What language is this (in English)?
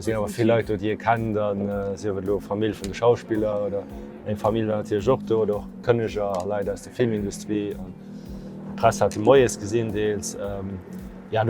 Luxembourgish